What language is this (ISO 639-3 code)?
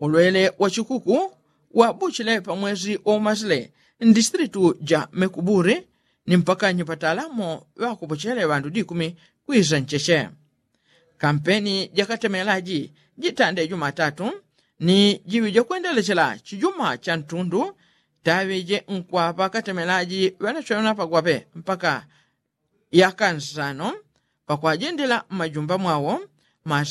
yao